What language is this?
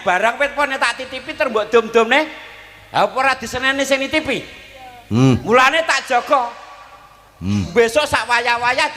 Javanese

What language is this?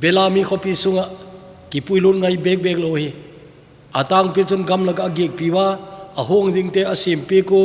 Thado Chin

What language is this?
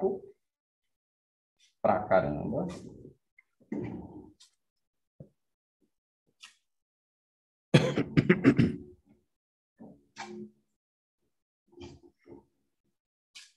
Portuguese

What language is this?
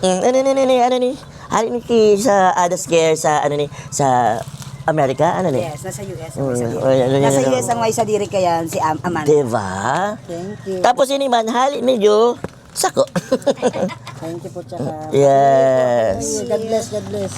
Bikol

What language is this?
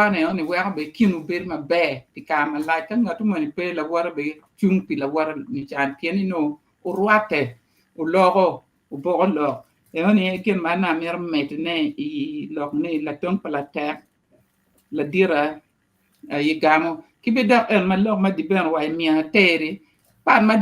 Acoli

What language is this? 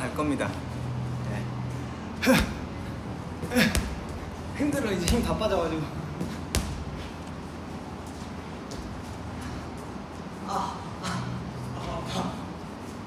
Korean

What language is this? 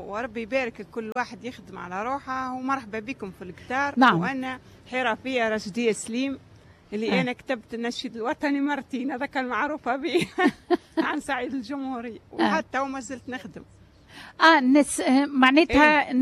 Tunisian Arabic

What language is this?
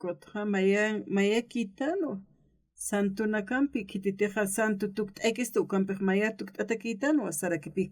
Aymara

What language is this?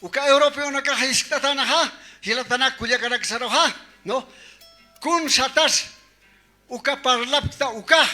Aymara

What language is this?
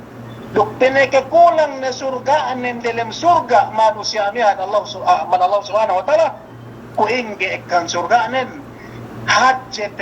Yakan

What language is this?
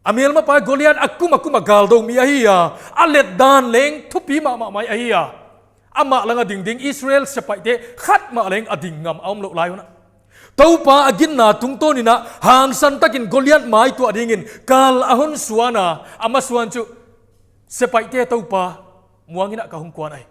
Paite Chin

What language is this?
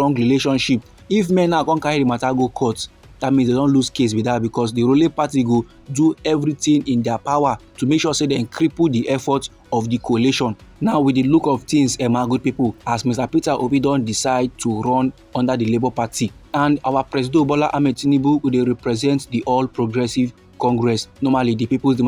Nigerian Pidgin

